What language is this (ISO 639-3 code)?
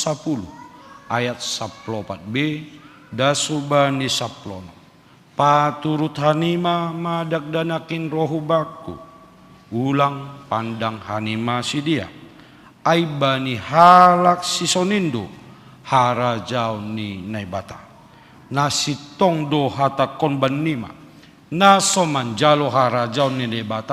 bts